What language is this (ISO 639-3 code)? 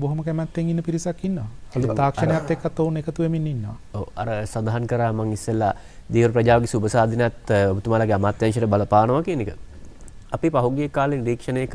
sin